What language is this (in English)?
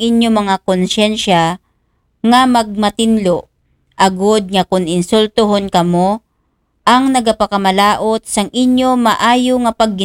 Aklanon